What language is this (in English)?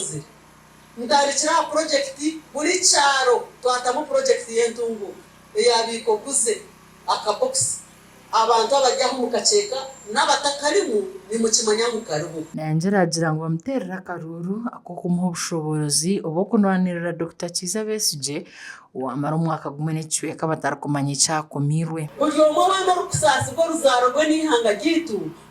Nyankole